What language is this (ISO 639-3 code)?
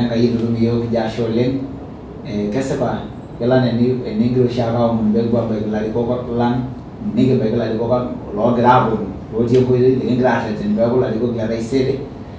mas